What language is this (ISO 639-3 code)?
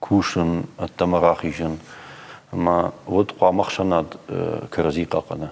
oss